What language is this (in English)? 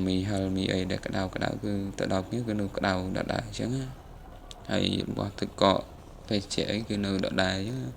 Khmer